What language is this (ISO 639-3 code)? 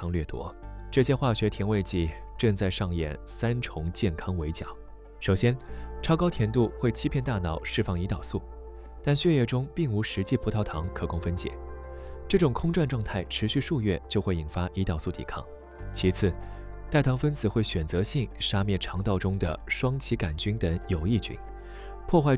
zho